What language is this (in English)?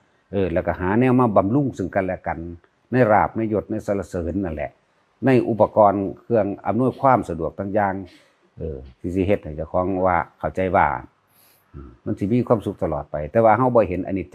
Northeastern Thai